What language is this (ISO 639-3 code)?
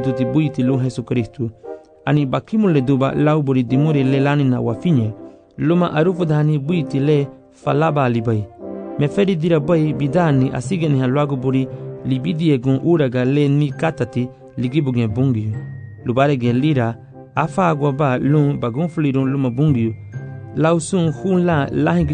cab